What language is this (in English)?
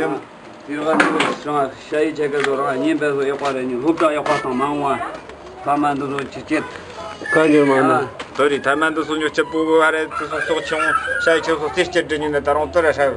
Tibetan